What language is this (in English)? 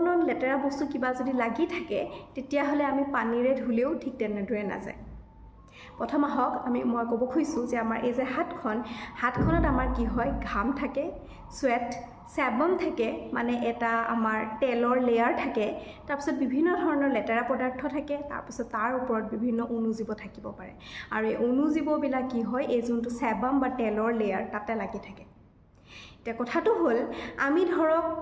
Assamese